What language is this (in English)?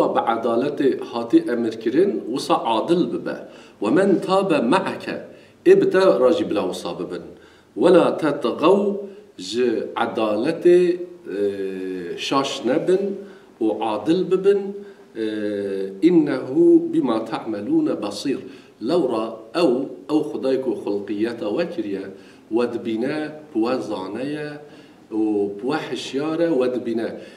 Kurdish